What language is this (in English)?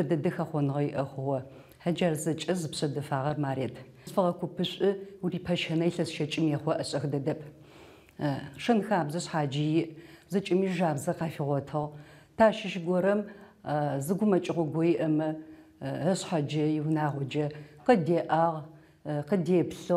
Adyghe